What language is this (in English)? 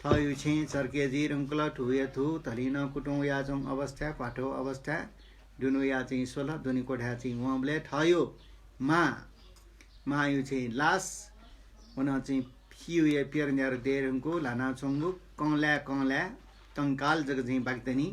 Newari